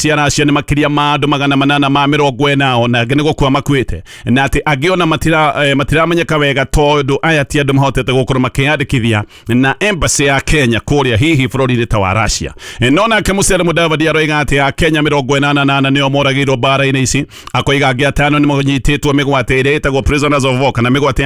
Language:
Kikuyu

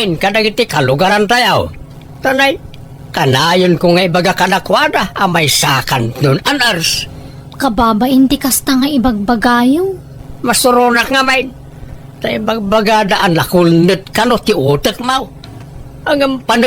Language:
Iloko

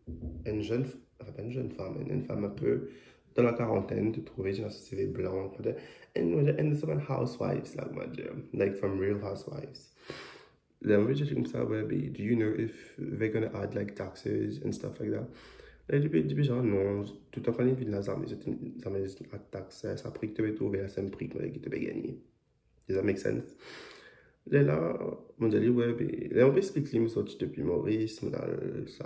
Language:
Morisyen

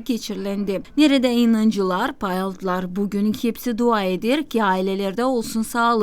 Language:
Gagauz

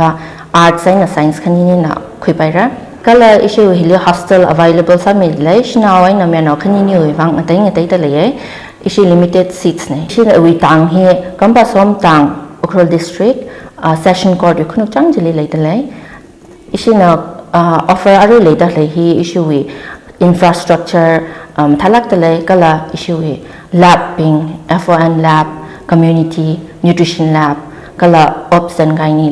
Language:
Tangkhul Naga (India)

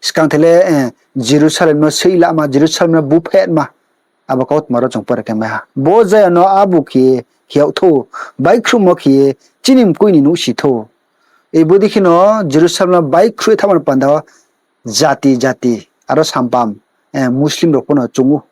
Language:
Riang (India)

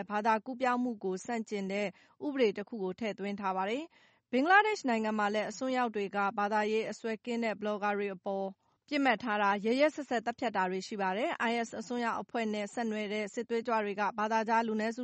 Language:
Burmese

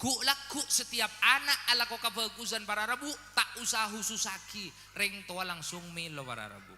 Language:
Madurese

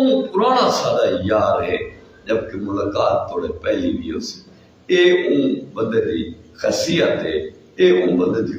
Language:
Saraiki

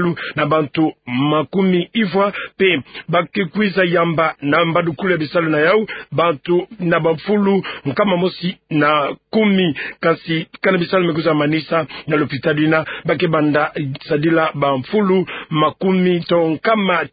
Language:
Kituba (Democratic Republic of Congo)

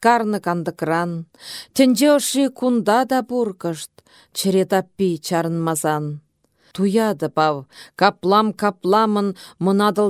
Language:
Chuvash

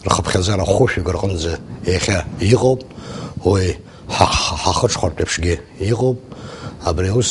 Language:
Abkhazian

